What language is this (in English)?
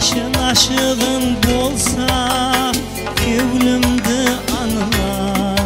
Kara-Kalpak